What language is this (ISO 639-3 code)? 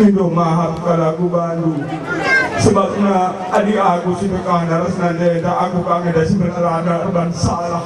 btx